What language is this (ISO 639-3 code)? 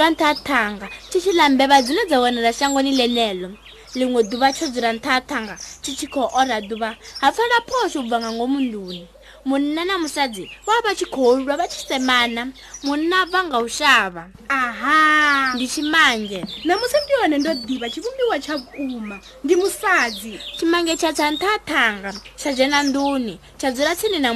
ven